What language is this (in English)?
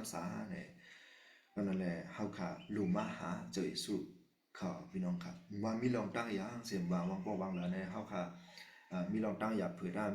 Shan